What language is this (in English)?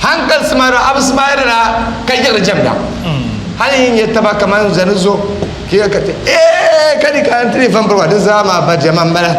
Dagbani